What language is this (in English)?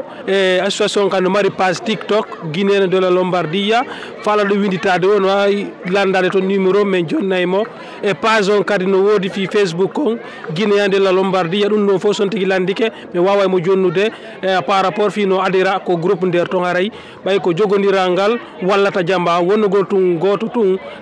Fula